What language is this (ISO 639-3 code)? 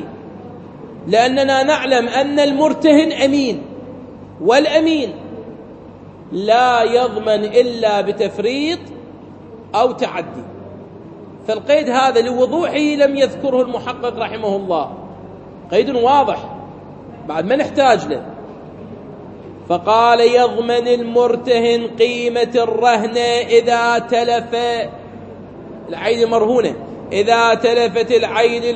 ara